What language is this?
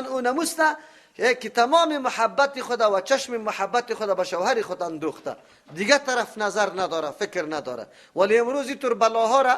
Persian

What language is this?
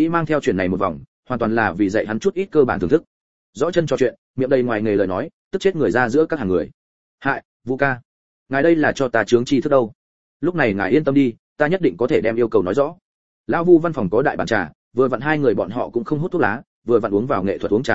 Vietnamese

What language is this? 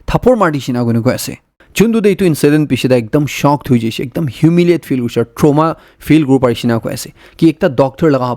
Naga Pidgin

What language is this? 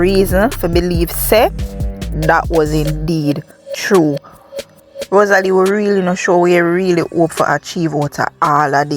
Jamaican Creole English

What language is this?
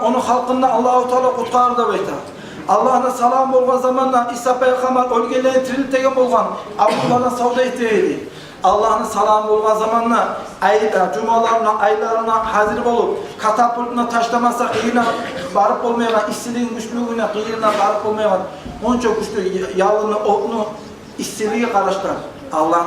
Kumyk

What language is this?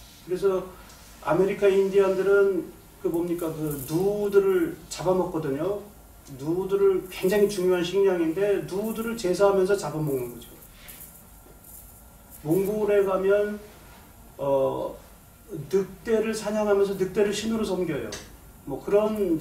Korean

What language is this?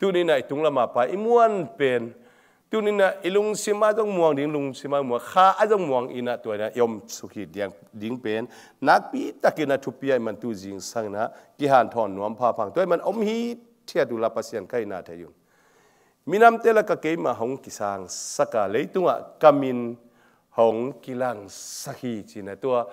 Tedim Chin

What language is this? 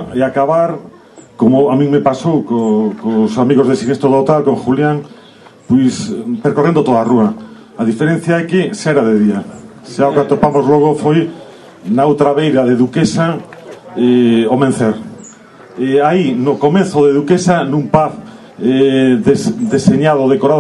Galician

